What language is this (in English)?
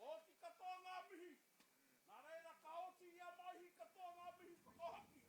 Māori